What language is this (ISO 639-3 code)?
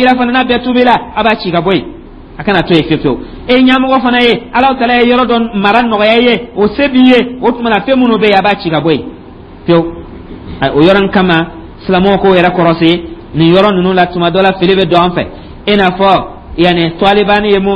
dyu